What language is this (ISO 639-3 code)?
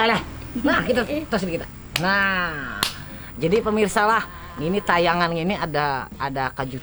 bjn